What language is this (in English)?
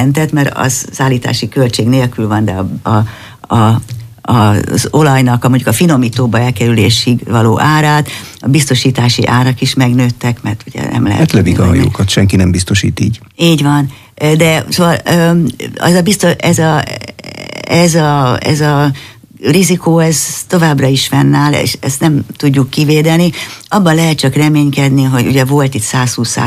Hungarian